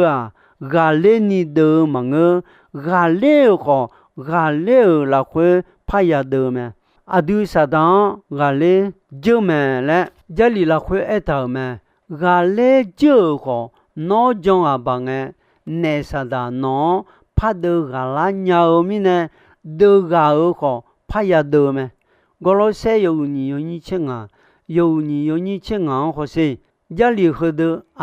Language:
Akha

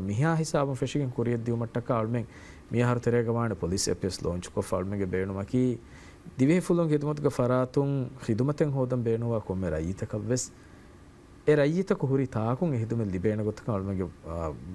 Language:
Divehi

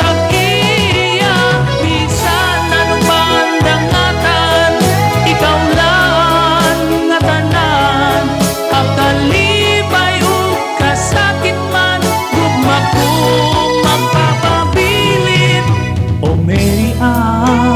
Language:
Waray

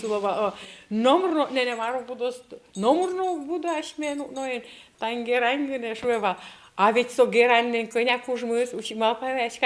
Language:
Udmurt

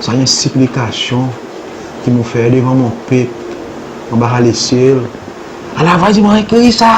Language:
Seselwa Creole French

